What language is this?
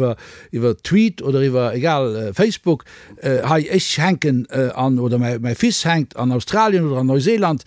Luxembourgish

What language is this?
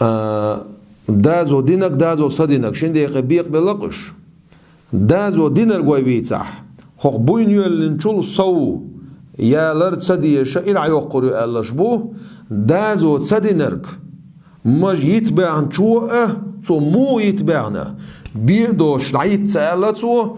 Chechen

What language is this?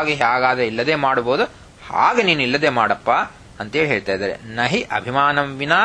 Kannada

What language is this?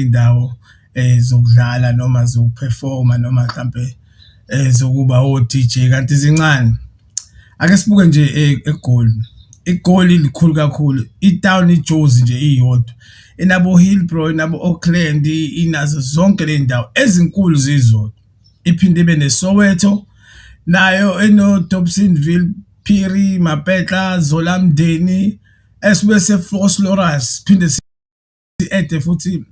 Zulu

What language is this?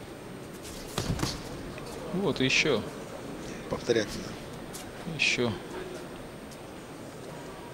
Russian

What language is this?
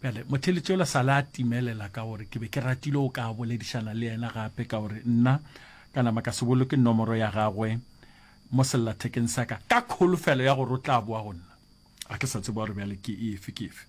Northern Sotho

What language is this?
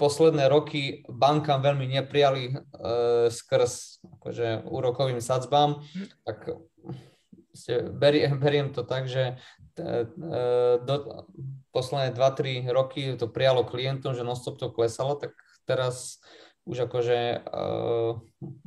Slovak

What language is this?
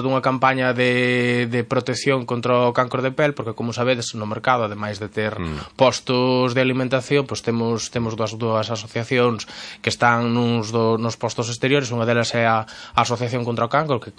Galician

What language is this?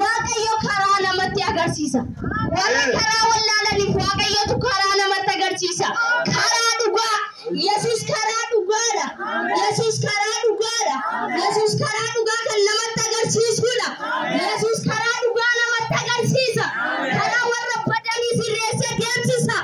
Oromo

